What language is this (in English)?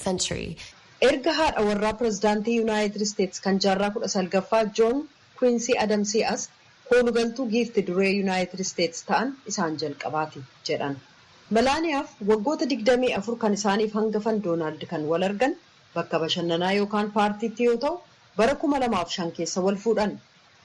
Oromo